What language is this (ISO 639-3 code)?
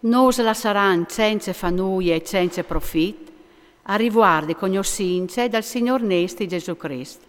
fur